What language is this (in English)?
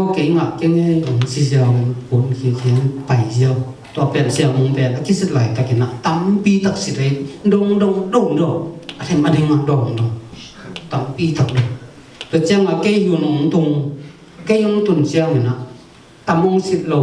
Tedim Chin